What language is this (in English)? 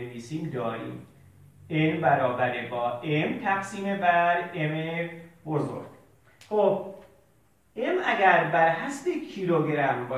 Persian